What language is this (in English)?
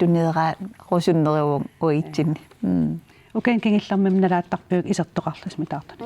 Kalaallisut